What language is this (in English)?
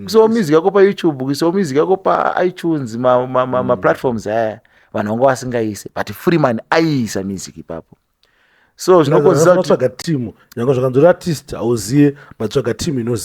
Shona